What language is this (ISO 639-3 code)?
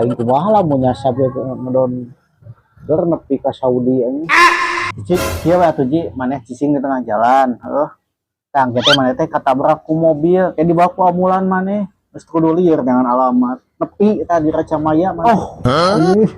sun